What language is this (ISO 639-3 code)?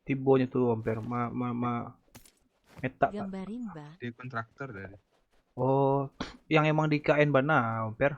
min